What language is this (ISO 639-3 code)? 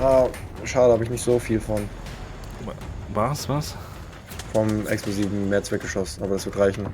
gsw